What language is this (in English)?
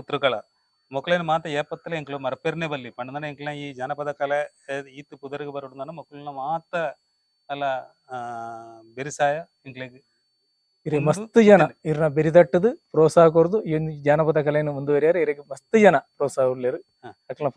Tulu